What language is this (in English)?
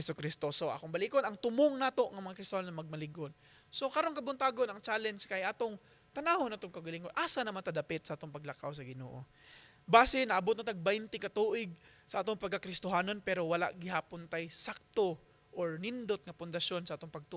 Cebuano